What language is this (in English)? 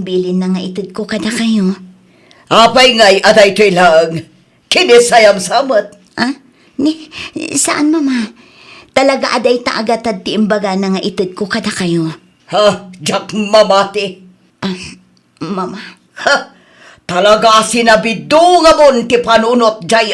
Iloko